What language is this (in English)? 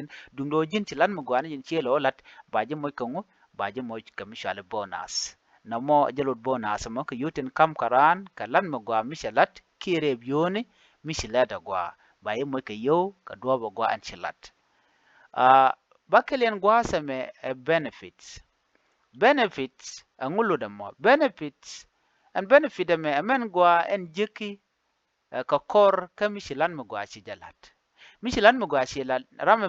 Nuer